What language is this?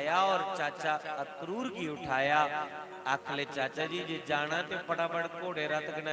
Dogri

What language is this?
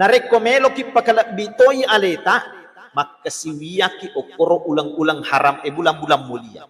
Buginese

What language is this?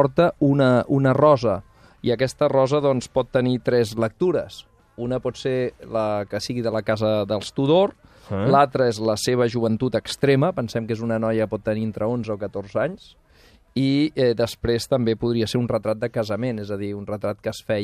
Catalan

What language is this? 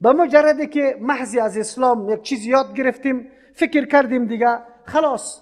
Persian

